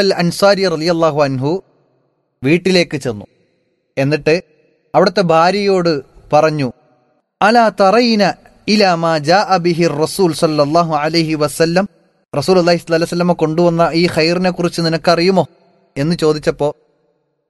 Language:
Malayalam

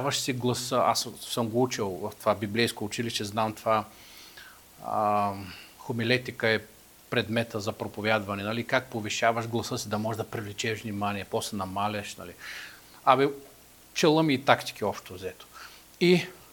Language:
Bulgarian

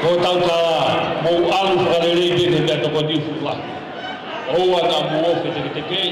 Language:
Tongan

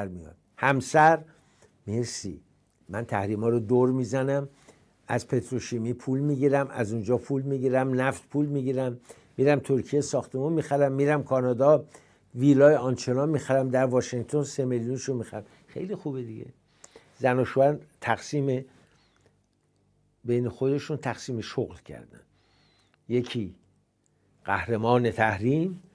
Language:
Persian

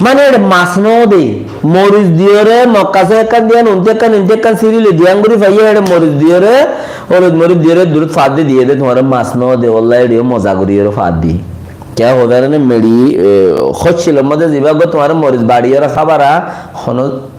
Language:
Rohingya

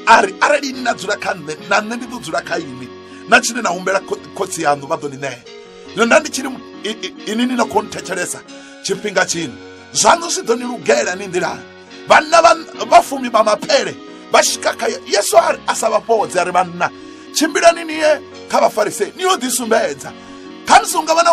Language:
Venda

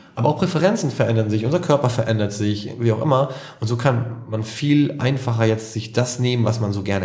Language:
German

